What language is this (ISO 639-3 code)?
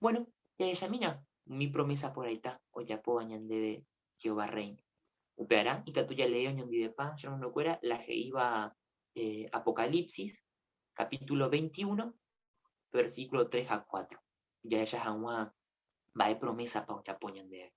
grn